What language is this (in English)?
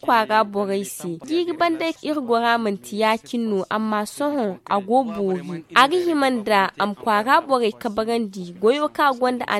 Zarma